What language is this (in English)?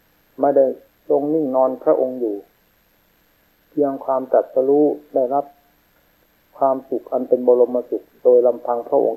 Thai